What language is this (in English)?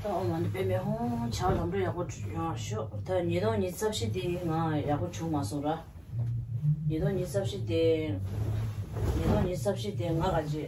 Tibetan